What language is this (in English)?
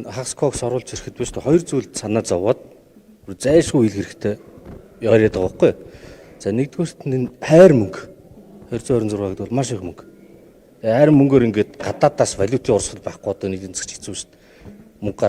Mongolian